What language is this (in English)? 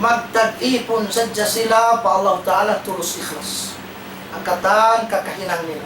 Tausug